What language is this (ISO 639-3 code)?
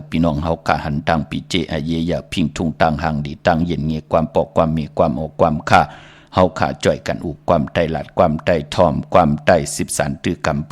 shn